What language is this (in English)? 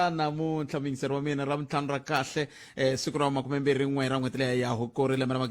Tsonga